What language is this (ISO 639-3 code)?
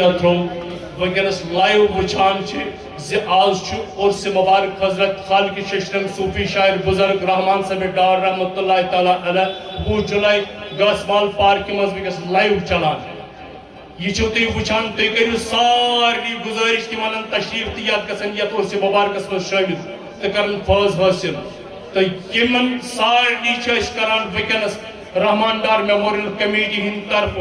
kas